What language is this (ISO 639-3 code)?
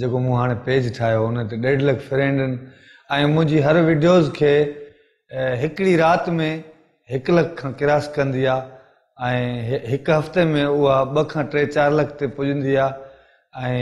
snd